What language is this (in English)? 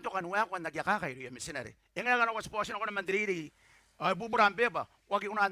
Gilbertese